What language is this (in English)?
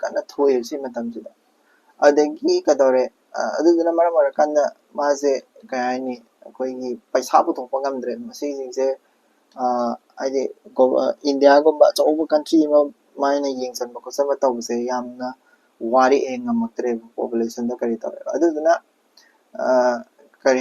Manipuri